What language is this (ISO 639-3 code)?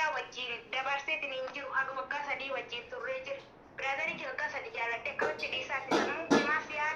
orm